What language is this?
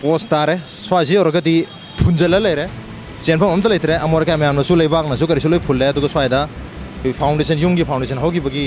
Manipuri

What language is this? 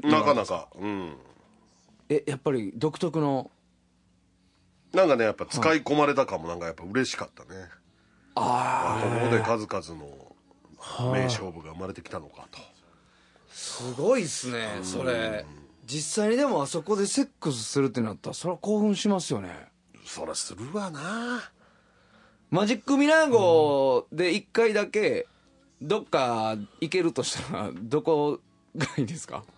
Japanese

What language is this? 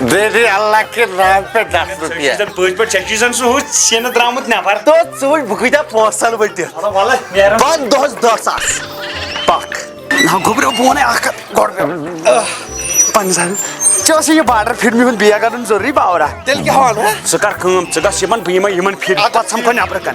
Kashmiri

